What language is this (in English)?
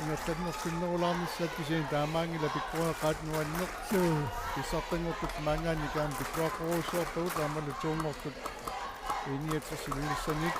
Kalaallisut